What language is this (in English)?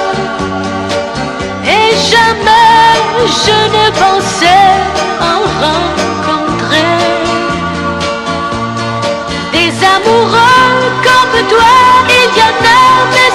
French